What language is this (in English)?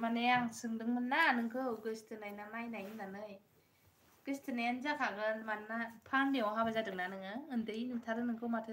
Bodo